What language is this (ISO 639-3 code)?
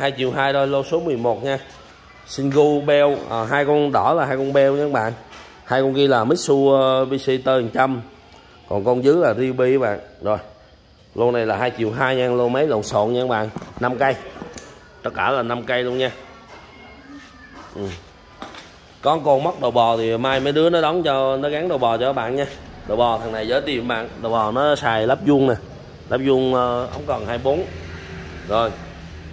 vie